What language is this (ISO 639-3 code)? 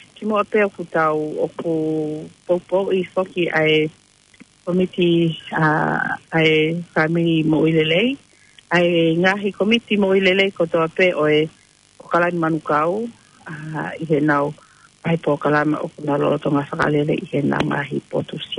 ton